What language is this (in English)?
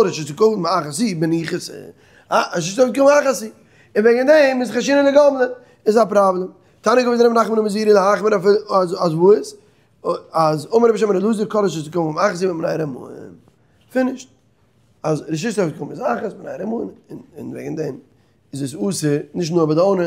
Yiddish